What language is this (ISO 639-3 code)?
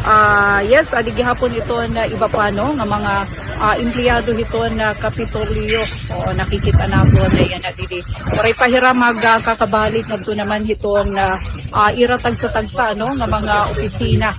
war